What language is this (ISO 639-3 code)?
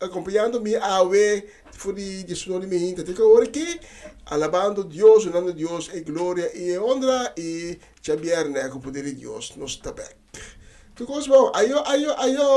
pap